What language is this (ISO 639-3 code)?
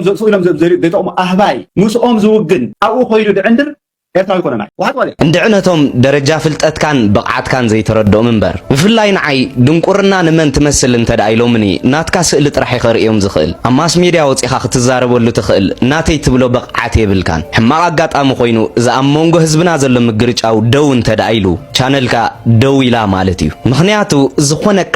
tir